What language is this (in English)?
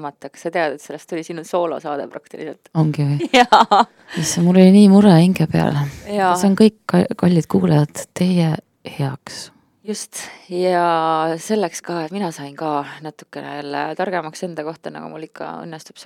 Estonian